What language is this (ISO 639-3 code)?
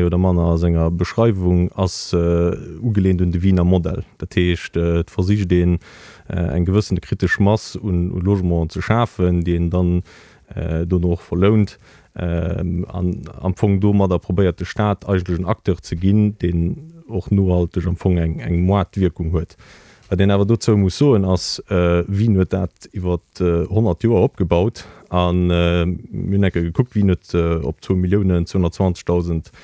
ltz